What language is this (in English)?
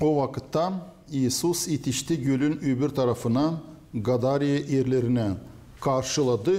Gagauz